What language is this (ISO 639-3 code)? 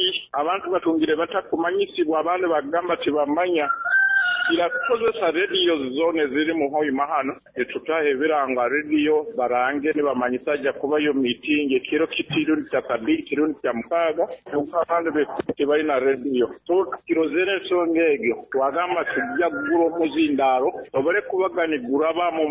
nyo